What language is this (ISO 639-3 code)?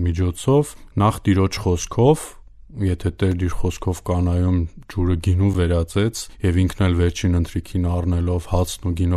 hye